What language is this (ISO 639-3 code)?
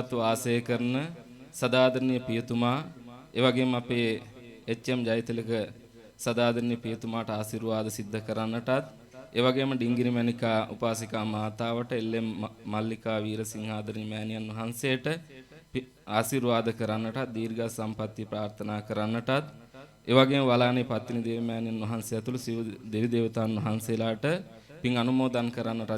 sin